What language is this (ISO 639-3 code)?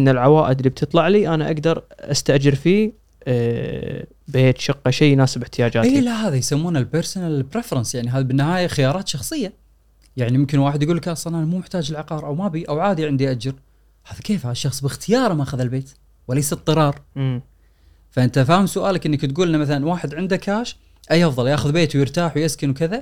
afb